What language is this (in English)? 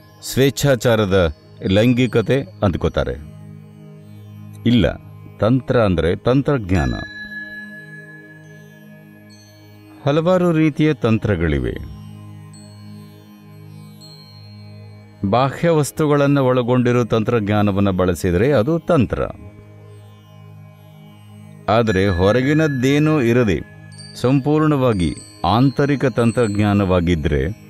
Kannada